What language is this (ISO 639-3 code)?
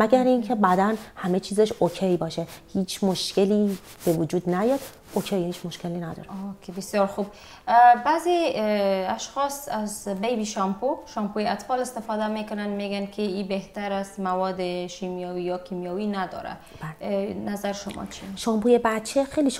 fas